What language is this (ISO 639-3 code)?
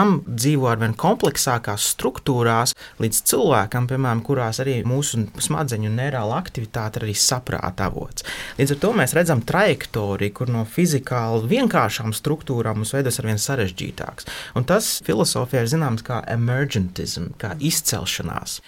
lav